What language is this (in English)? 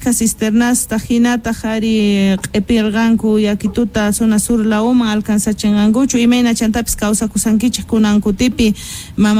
South Bolivian Quechua